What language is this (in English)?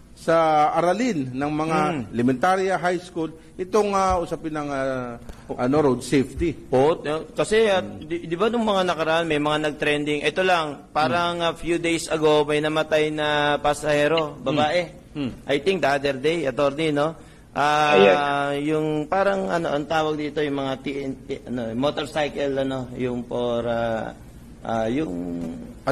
Filipino